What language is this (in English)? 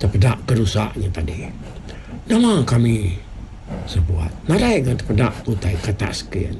Iban